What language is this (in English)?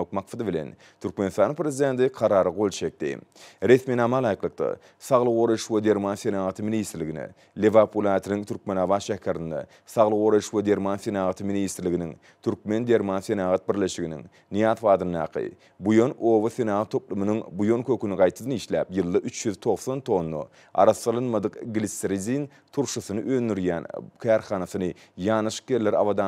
Turkmen